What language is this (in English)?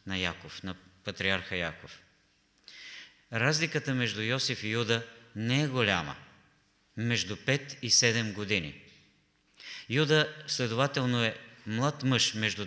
Bulgarian